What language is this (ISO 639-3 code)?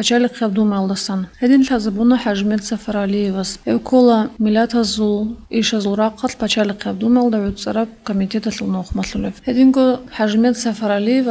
ava